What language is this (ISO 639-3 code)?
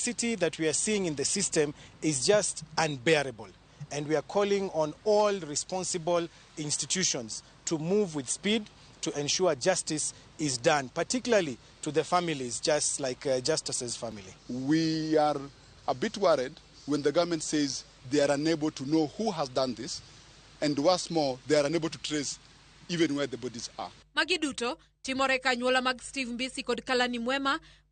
luo